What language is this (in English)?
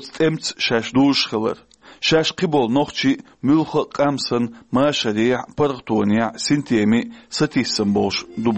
Chechen